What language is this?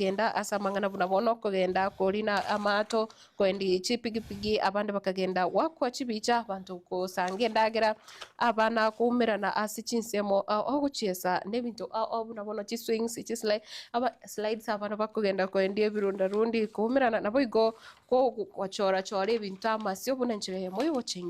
Gusii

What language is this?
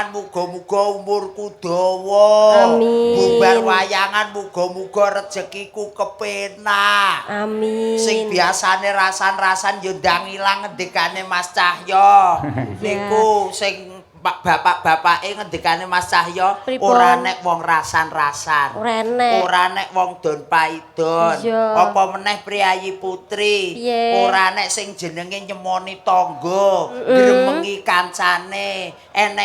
Javanese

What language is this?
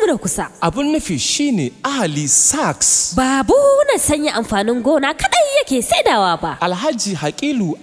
Hausa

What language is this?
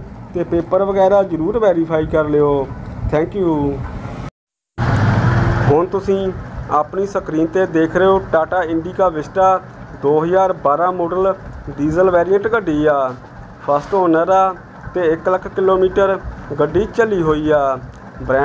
Punjabi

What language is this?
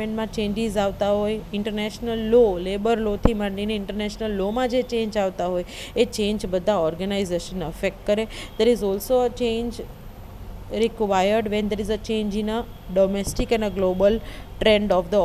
Gujarati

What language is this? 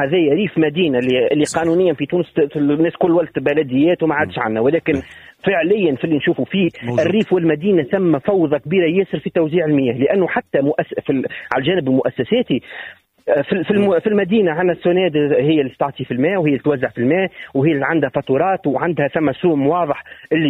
Tunisian Arabic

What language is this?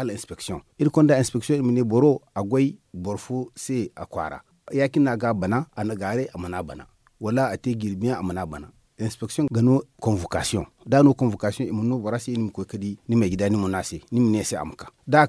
Zarma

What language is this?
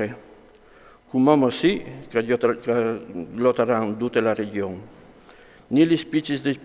Friulian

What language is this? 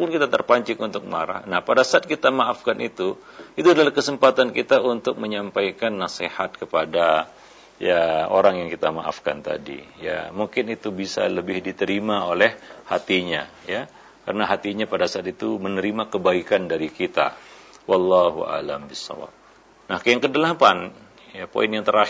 Indonesian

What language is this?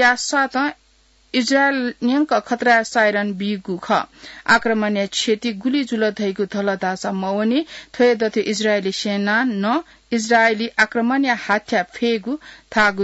Newari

